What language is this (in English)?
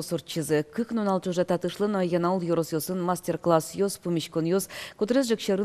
Udmurt